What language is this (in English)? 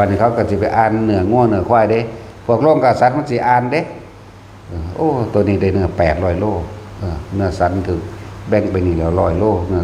Northeastern Thai